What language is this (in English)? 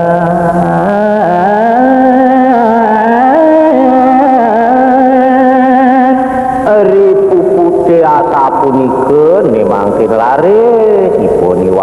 Balinese